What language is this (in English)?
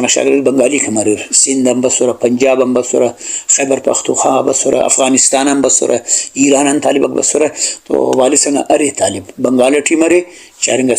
Brahui